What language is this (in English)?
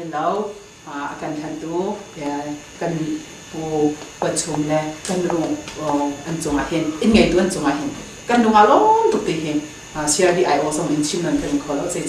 Hakha Chin